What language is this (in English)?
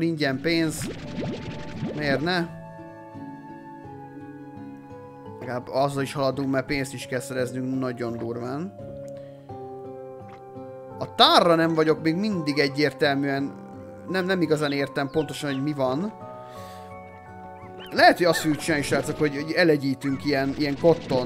Hungarian